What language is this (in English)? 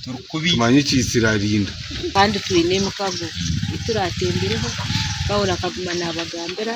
Nyankole